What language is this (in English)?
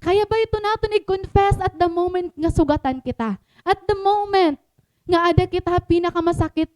Waray